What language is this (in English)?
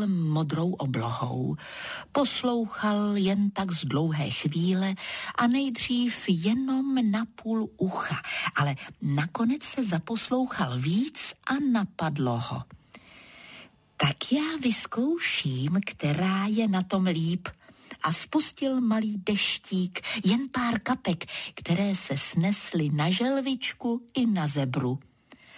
Czech